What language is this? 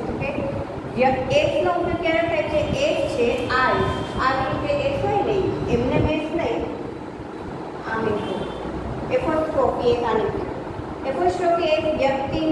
Gujarati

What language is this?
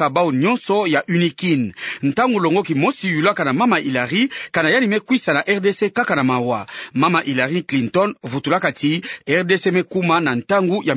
Kituba (Democratic Republic of Congo)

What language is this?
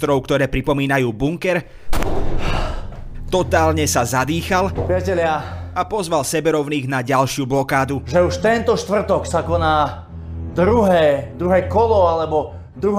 Slovak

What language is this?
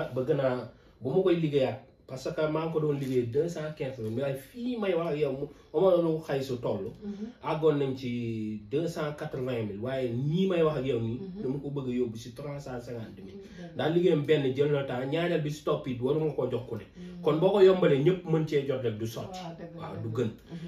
Wolof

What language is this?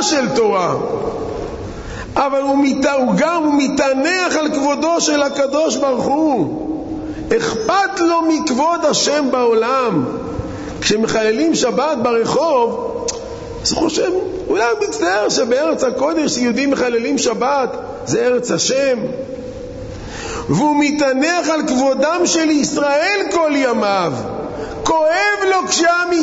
Hebrew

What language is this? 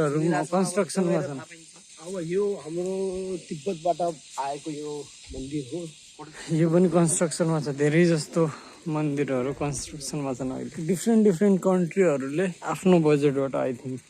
Nepali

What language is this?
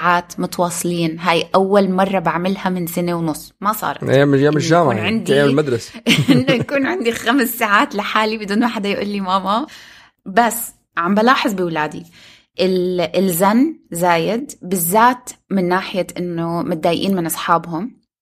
North Levantine Arabic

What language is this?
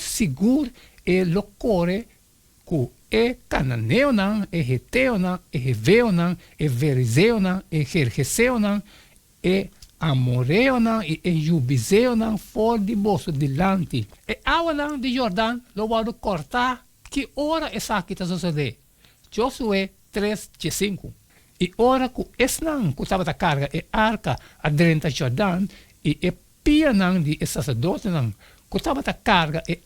Papiamento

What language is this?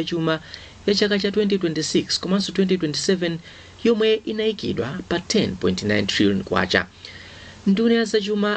Nyanja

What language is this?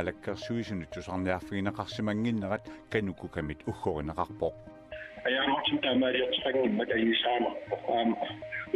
Kalaallisut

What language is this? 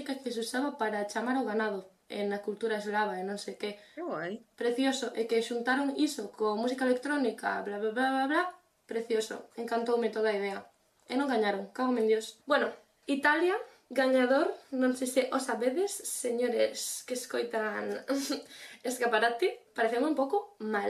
Galician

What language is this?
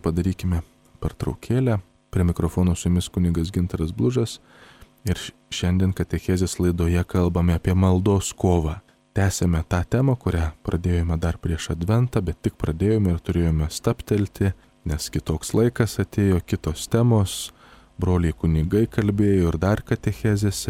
Lithuanian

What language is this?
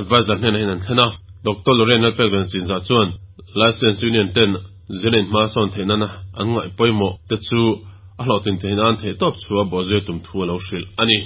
Mizo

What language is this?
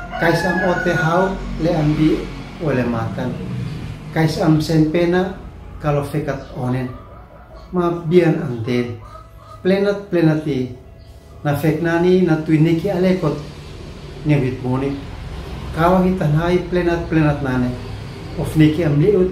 Uab Meto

